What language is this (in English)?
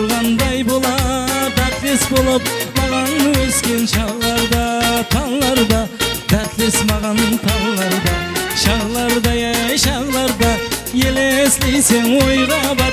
Kara-Kalpak